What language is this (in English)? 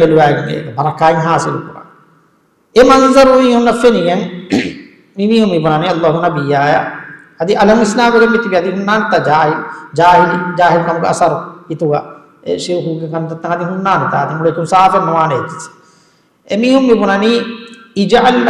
Divehi